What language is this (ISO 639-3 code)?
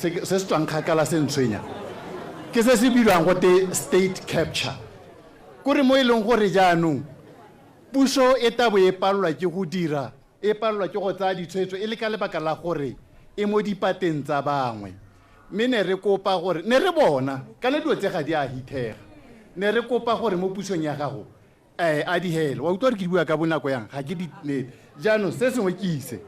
tsn